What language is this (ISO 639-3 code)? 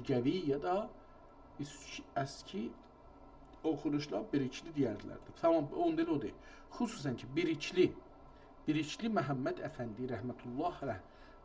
azb